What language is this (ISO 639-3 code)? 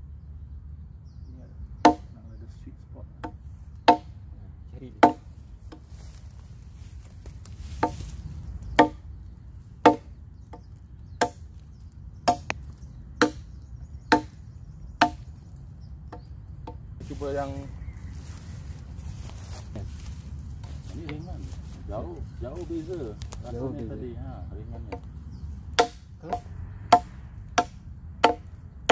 msa